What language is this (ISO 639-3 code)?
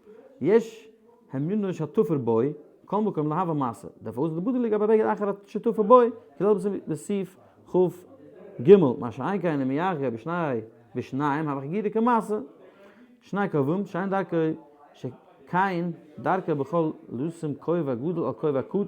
yid